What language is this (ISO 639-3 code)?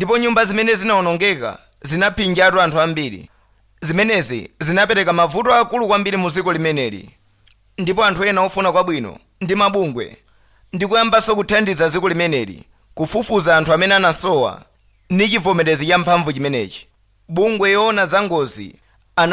nya